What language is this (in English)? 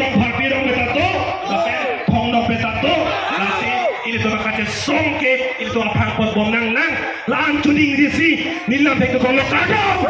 Karbi